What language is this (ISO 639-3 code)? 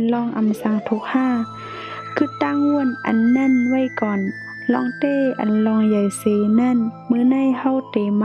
shn